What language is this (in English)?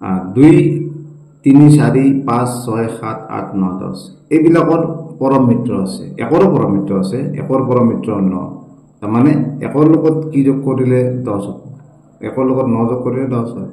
Assamese